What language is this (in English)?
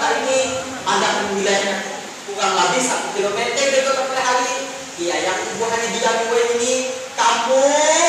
Banjar